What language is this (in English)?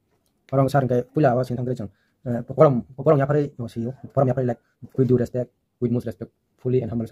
Kok Borok